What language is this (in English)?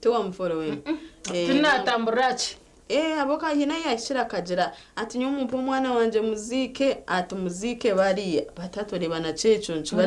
Nyankole